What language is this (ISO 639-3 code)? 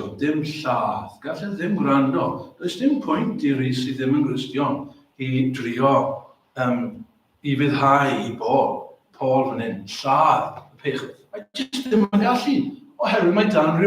cym